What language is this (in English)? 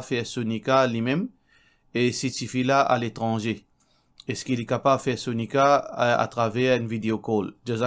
Morisyen